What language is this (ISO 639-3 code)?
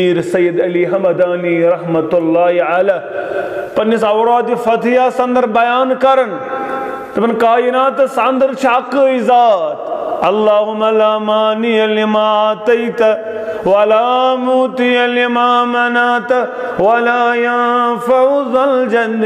kas